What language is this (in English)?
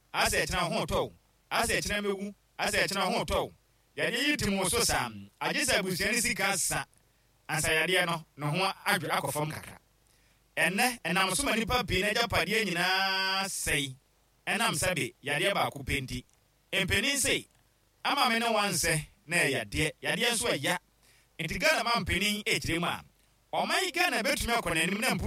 Akan